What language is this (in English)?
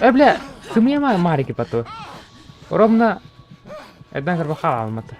Yakut